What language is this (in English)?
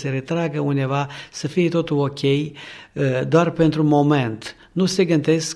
Romanian